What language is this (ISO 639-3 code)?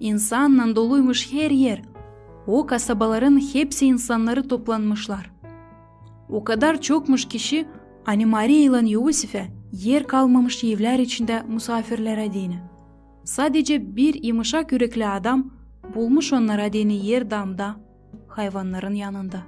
gag